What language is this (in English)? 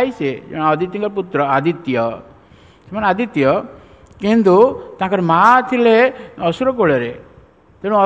Odia